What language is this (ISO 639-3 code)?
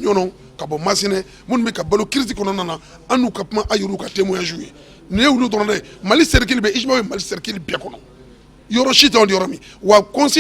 bam